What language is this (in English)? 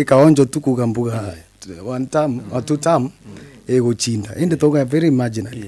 Meru